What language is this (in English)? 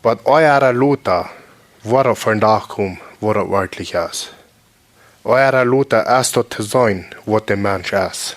Plautdietsch